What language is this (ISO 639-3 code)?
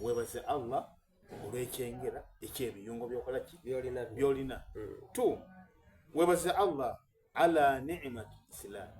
xog